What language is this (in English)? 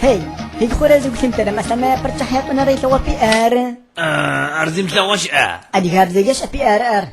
Adyghe